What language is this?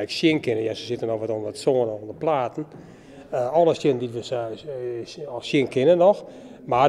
Western Frisian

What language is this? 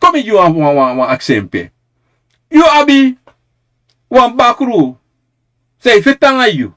Sranan Tongo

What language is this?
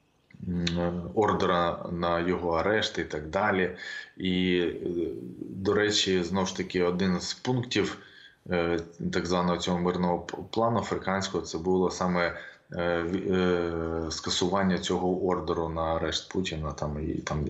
Ukrainian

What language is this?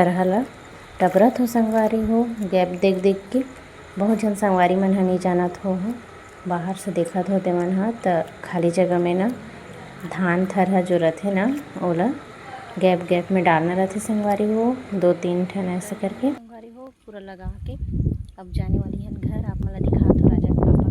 Chhattisgarhi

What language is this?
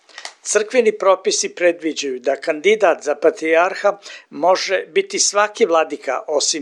Serbian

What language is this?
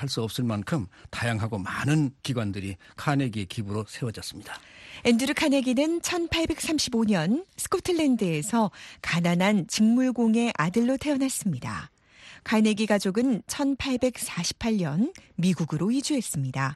Korean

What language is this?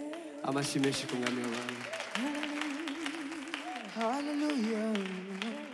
Kinyarwanda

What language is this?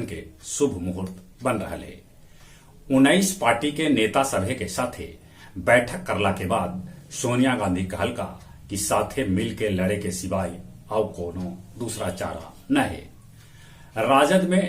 Magahi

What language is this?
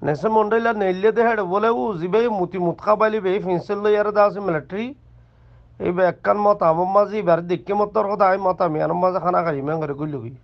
Rohingya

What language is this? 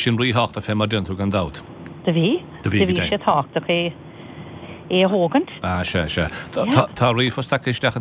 Irish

